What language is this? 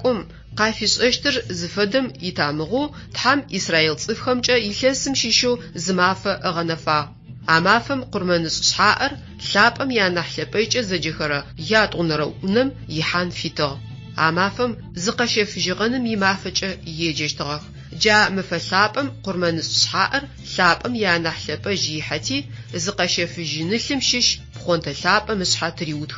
Adyghe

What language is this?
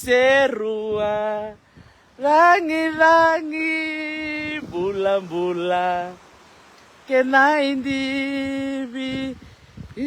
Fijian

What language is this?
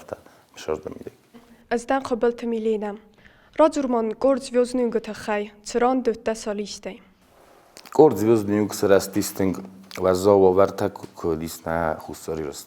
Ossetic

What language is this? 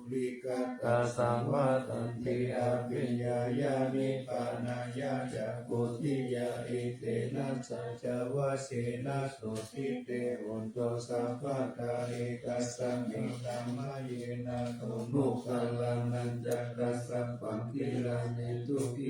Pali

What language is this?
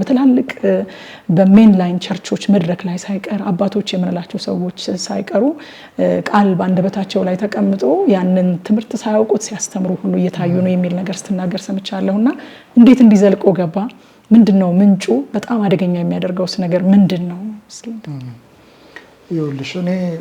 Amharic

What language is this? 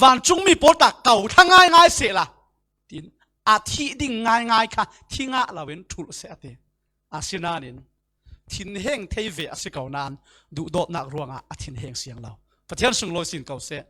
Falam Chin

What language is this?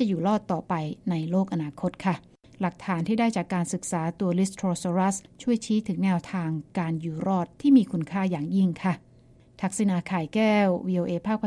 Thai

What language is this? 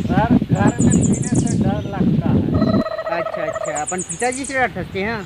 Chhattisgarhi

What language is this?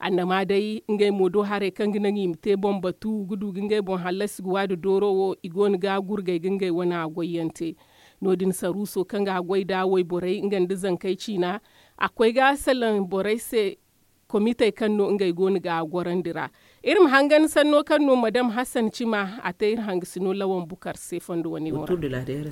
Zarma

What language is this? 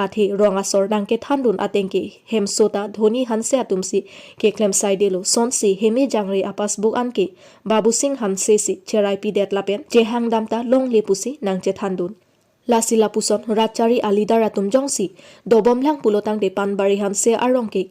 Karbi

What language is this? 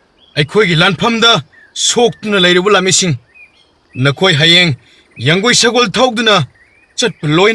Manipuri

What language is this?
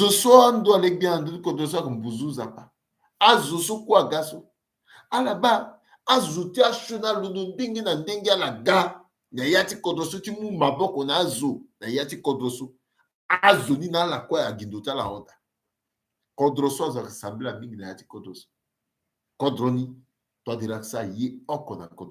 Sango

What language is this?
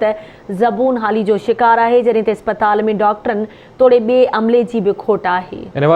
Sindhi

